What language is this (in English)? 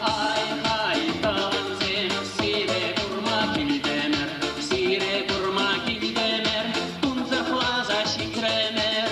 Chuvash